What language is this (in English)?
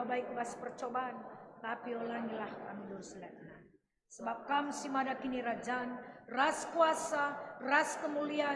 Batak Karo